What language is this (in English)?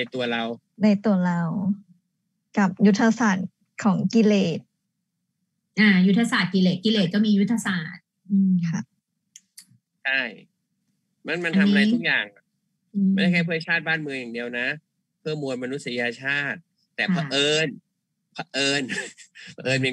Thai